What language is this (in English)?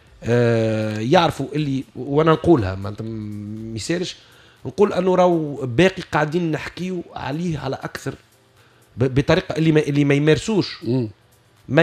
Tunisian Arabic